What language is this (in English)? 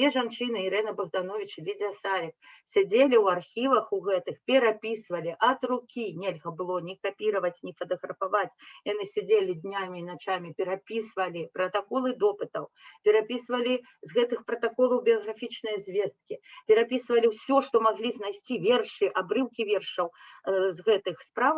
Belarusian